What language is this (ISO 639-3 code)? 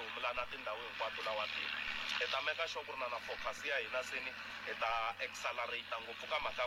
tso